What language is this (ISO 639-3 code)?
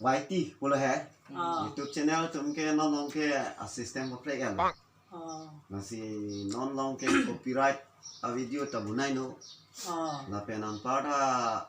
mjw